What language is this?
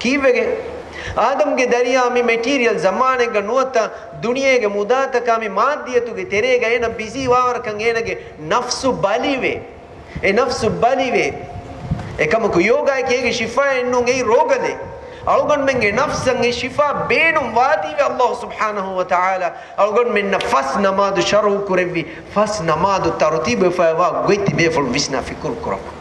Divehi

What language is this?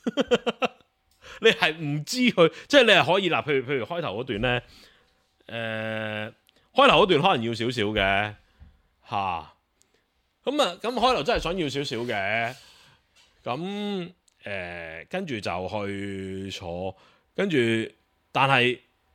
Cantonese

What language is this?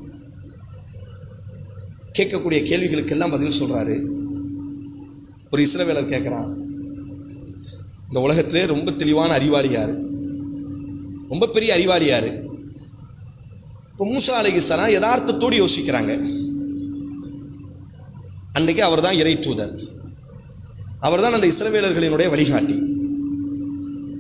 Tamil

